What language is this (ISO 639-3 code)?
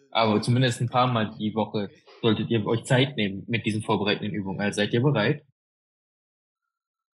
deu